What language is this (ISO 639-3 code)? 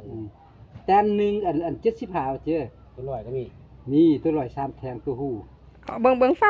lao